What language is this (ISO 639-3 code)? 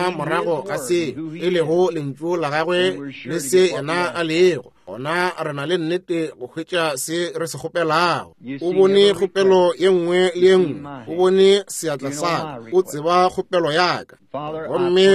nso